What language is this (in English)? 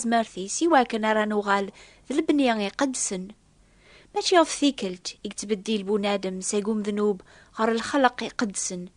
Kabyle